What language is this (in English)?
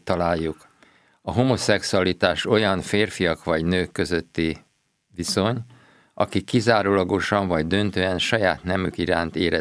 Hungarian